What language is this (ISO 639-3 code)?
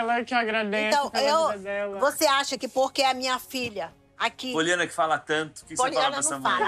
por